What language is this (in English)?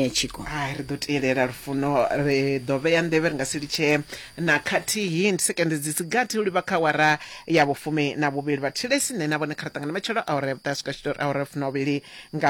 Venda